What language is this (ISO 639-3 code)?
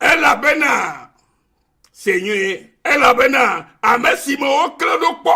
ewe